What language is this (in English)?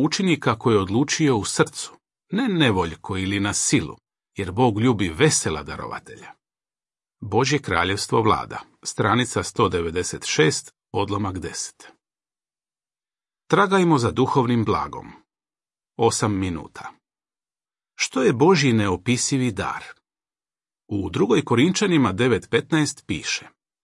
Croatian